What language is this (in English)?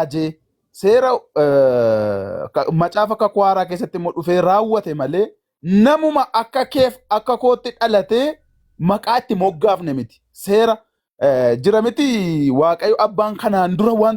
Oromo